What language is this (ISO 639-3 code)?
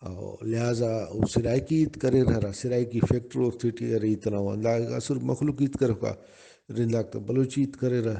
brh